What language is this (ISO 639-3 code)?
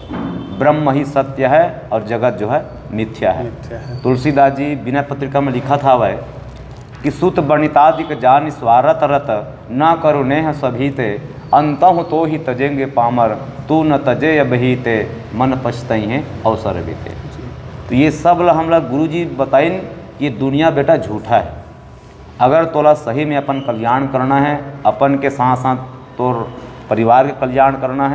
hne